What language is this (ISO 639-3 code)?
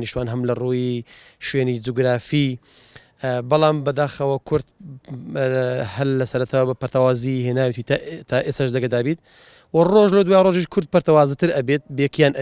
ckb